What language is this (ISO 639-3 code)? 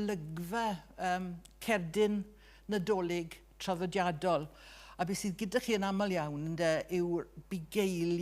cym